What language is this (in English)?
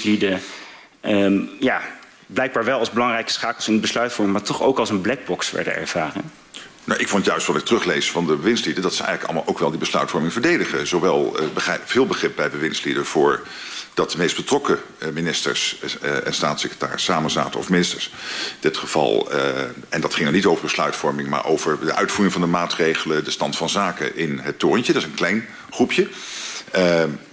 Dutch